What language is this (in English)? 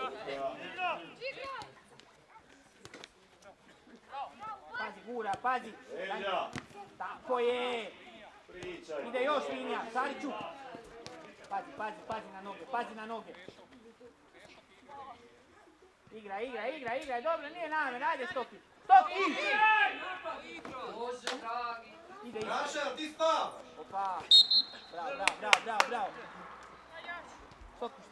Croatian